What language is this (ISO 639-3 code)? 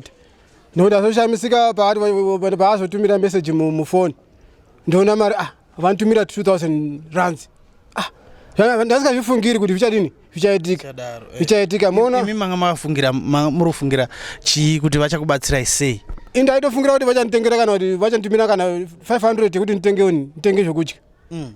sna